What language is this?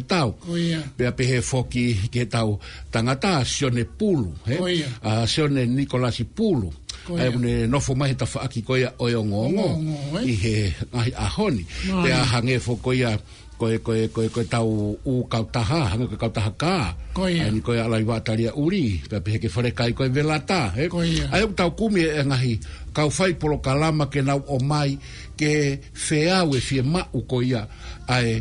Tongan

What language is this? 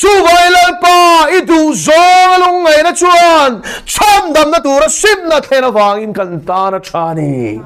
Mizo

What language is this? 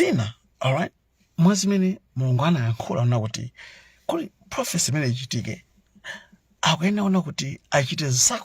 Nyanja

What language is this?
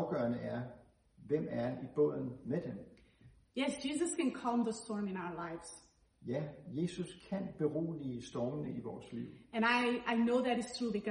Danish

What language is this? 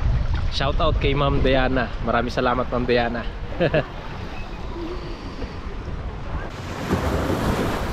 Filipino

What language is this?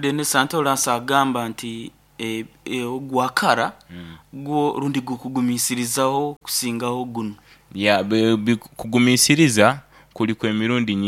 Nyoro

